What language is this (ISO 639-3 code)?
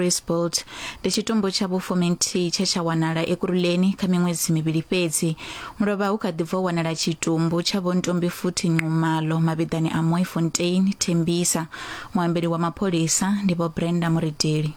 ven